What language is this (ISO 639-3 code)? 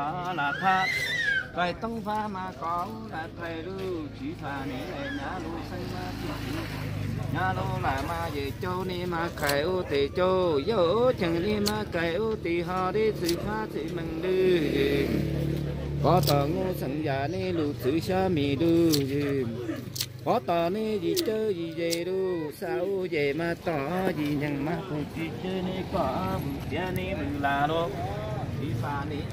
hmn